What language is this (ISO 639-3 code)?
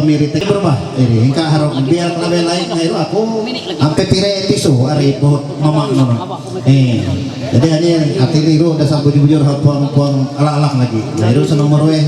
mhy